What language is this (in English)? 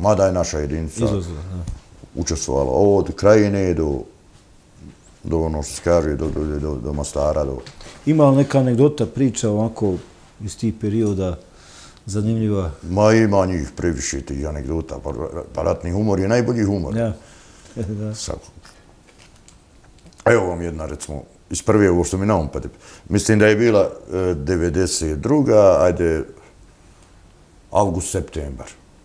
Bosnian